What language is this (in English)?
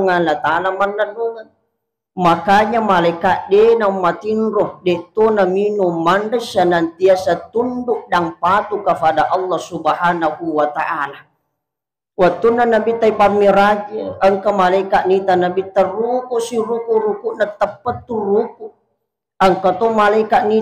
Buginese